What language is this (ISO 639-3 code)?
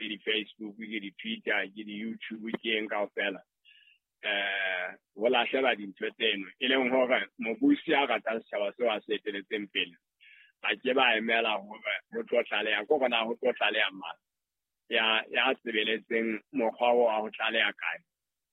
sot